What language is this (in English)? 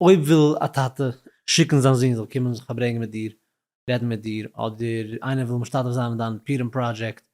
Yiddish